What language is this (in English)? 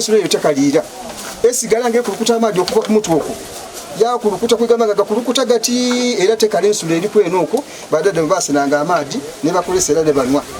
Soga